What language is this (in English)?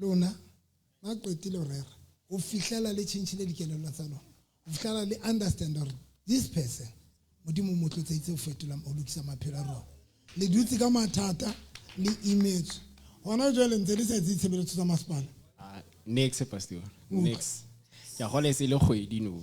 Southern Sotho